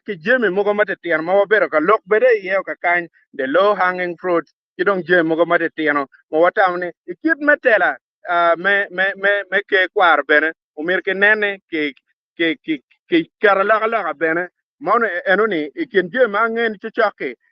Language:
Acoli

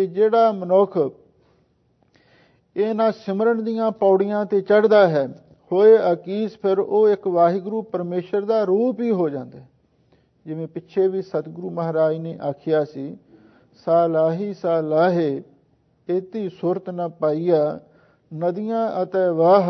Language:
Punjabi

